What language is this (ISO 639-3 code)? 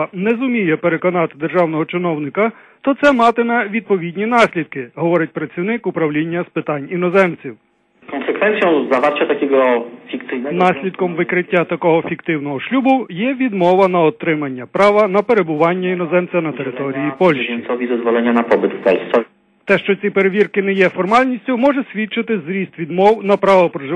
ukr